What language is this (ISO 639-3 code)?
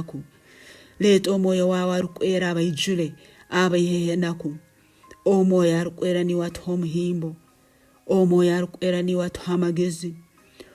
nyn